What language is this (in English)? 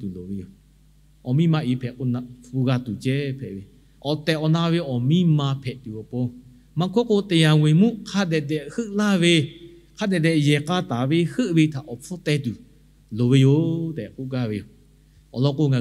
Lahu